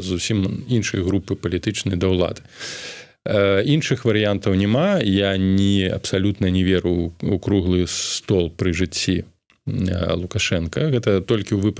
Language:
Belarusian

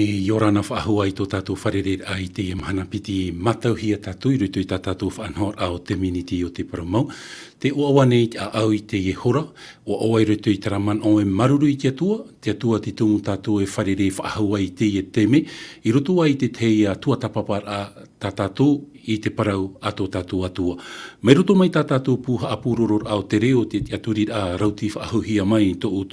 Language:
Tahitian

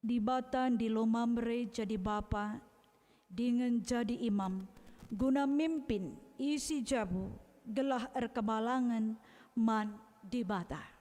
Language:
Batak Karo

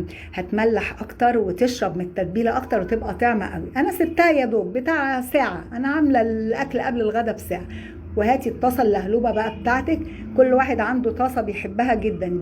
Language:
Egyptian Arabic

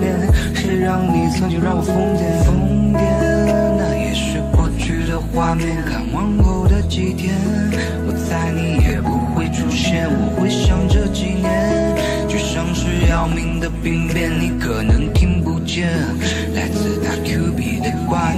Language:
Chinese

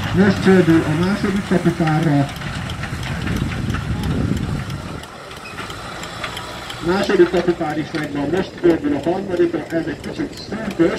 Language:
Hungarian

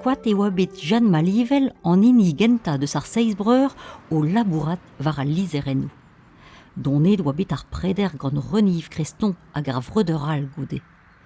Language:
Breton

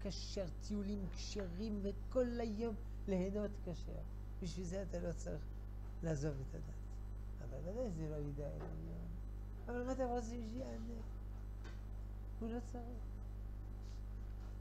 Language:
Hebrew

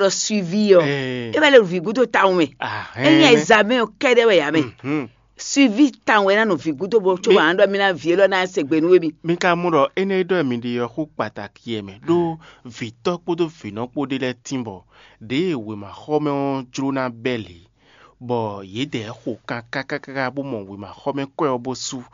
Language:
Fon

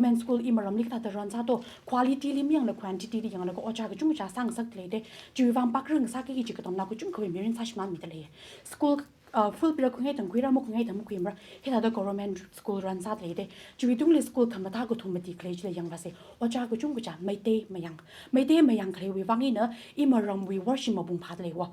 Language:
Tangkhul Naga (India)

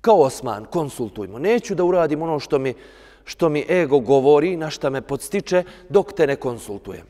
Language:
Bosnian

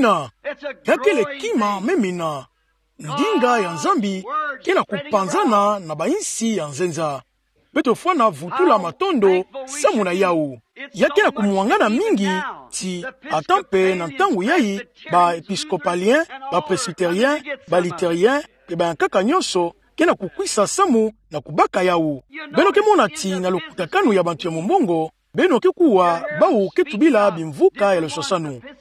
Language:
Kituba (Democratic Republic of Congo)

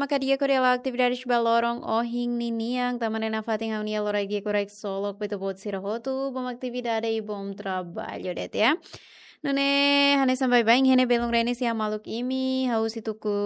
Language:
Tetum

